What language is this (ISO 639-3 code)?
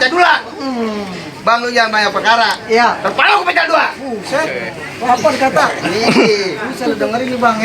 bew